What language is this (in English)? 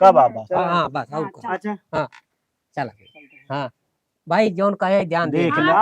Awadhi